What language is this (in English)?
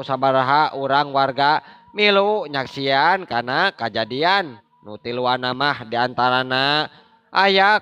Sundanese